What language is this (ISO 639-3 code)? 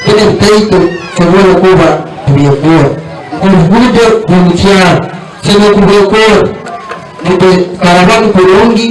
nyn